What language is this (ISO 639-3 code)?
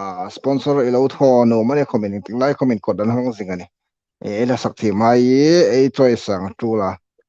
hmr